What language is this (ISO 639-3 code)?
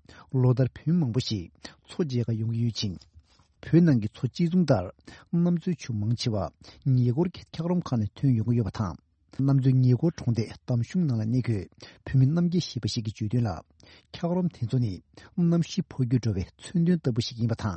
bod